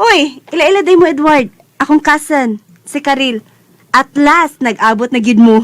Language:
Cebuano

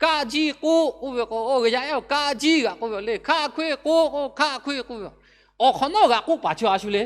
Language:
Lahu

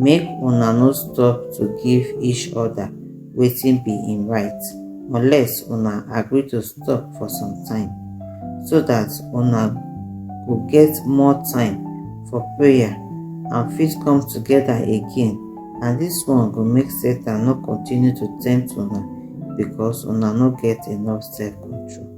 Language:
Nigerian Pidgin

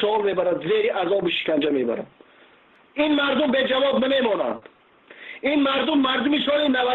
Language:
Tajik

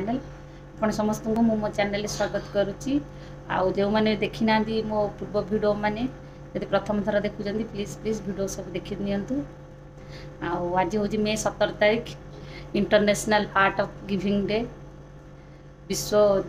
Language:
Odia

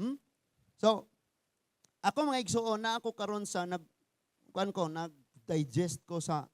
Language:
Cebuano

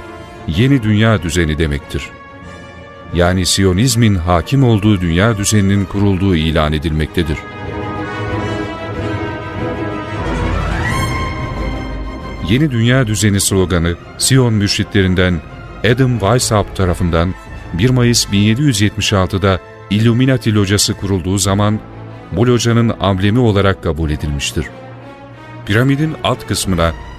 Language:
Turkish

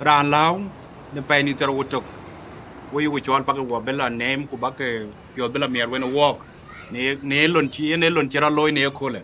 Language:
Dinka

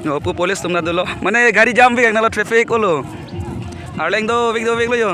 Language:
Karbi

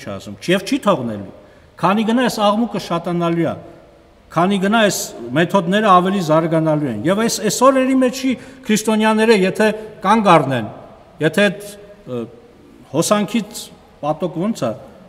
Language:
Armenian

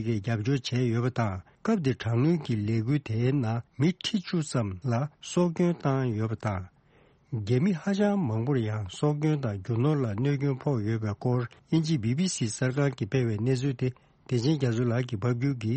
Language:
Tibetan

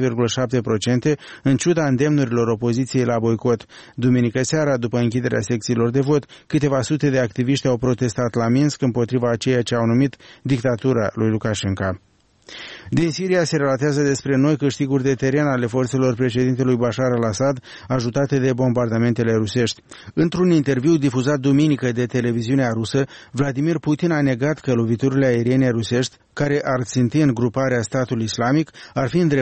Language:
Romanian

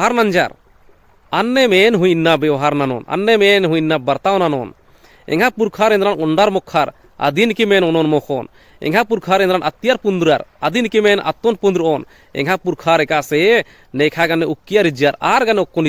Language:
Kurukh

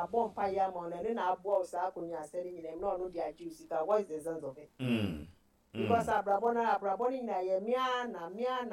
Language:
Akan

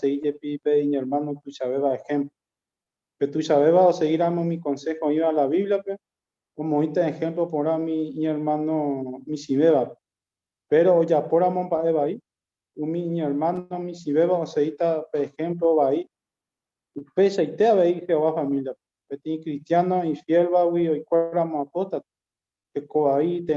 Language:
Guarani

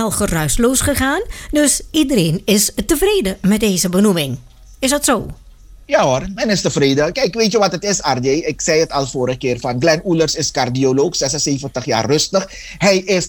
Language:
Dutch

